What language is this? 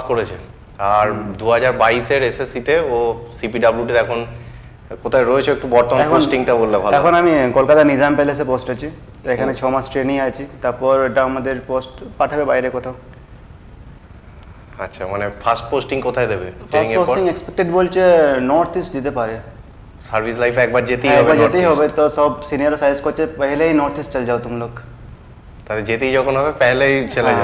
Bangla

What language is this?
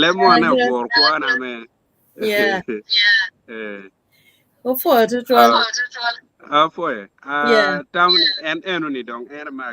Acoli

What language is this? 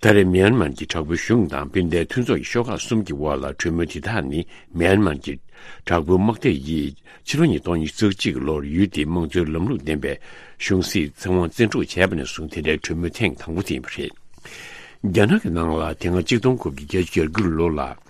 Tibetan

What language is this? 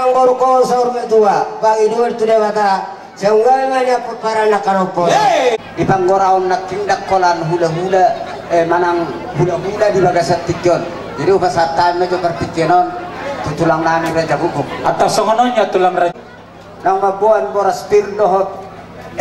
Batak Toba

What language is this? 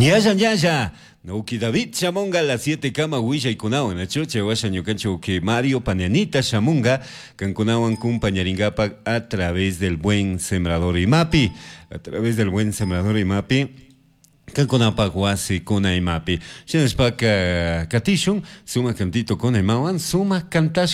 Chimborazo Highland Quichua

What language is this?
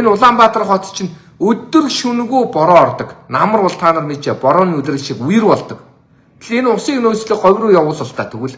Mongolian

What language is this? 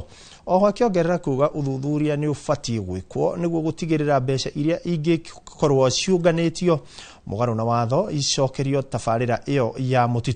Kikuyu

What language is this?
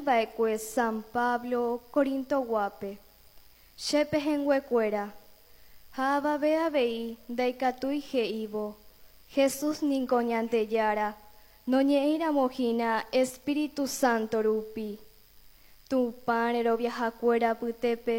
Guarani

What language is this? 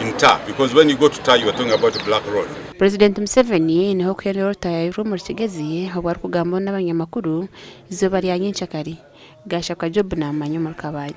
Nyankole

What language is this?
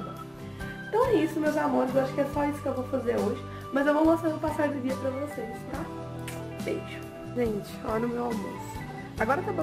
Portuguese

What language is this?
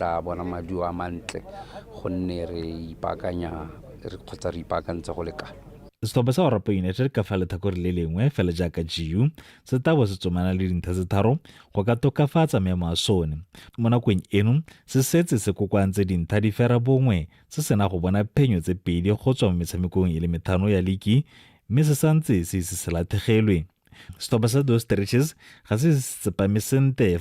Tswana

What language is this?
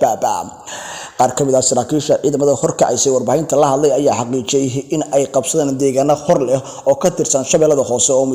Somali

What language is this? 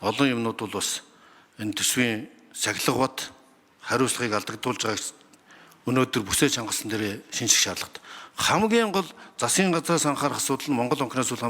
Mongolian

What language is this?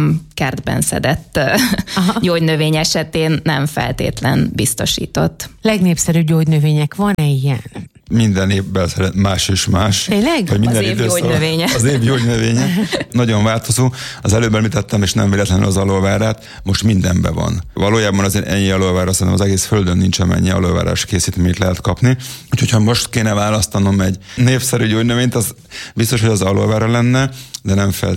Hungarian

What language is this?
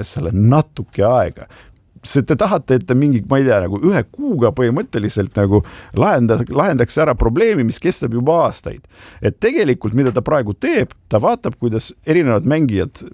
Estonian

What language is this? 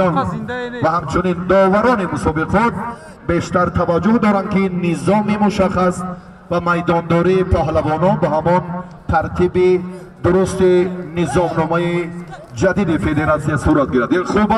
Tajik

